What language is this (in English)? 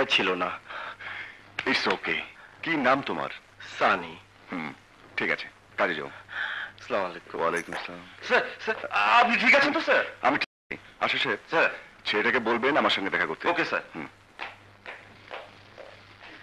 Bangla